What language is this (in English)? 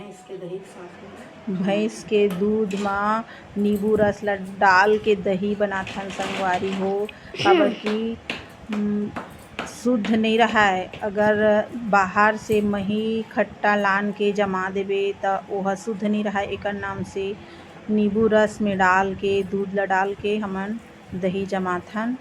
Chhattisgarhi